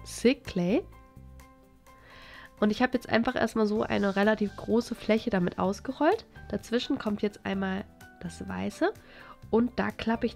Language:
German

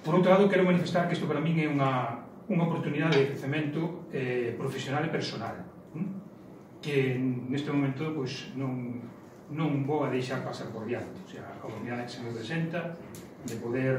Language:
Galician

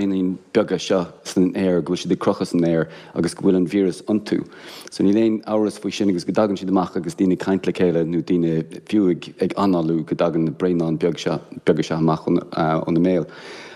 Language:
Irish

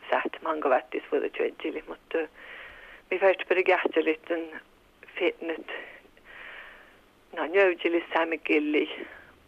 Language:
Finnish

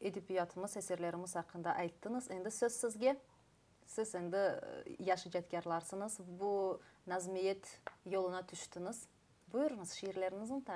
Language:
Crimean Tatar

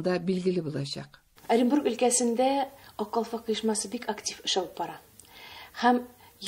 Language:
Tatar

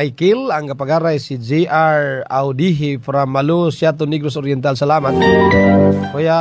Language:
Cebuano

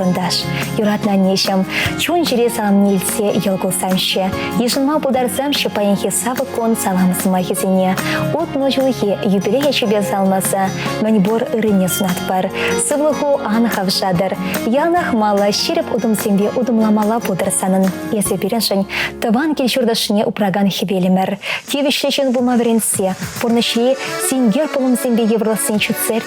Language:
Chuvash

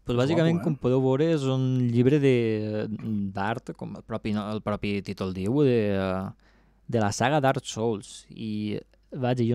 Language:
Catalan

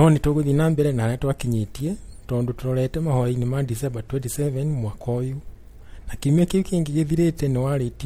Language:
Kikuyu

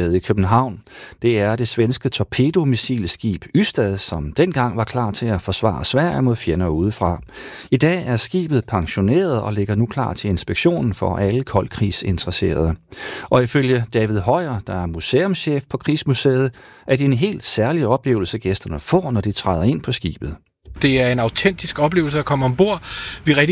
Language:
Danish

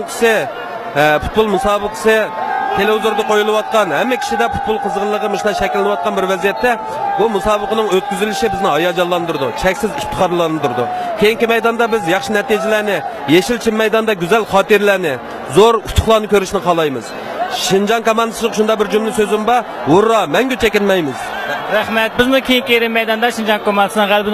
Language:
Uyghur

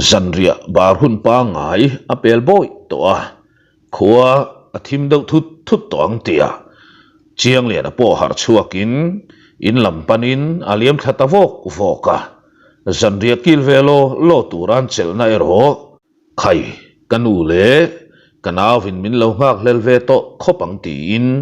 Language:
Mizo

